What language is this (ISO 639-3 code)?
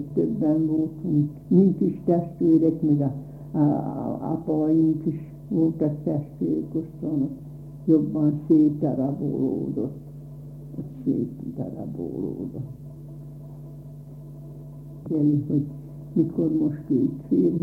hun